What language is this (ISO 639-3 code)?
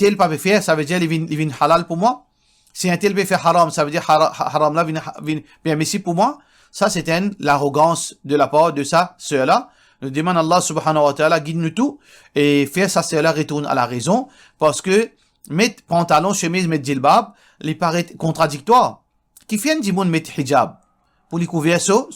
mfe